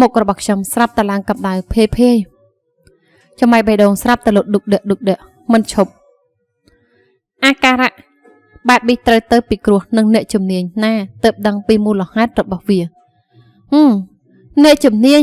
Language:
Khmer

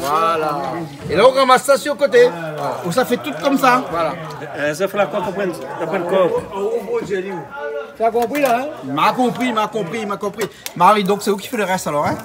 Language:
Réunion Creole French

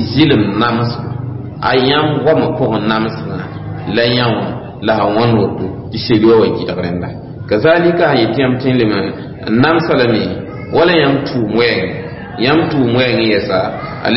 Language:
Mossi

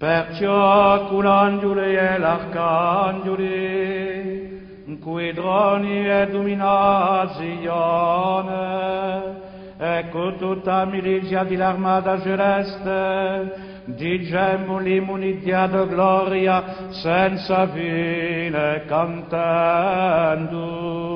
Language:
Corsican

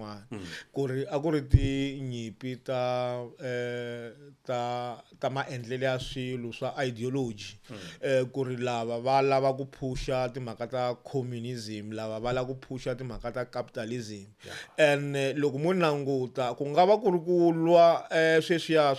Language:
Tsonga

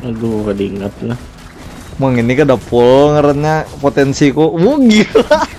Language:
Banjar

